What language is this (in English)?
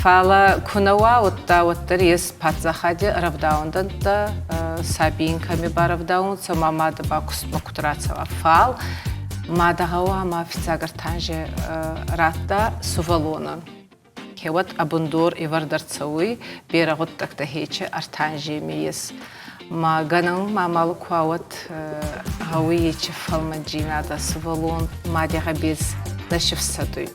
Ossetic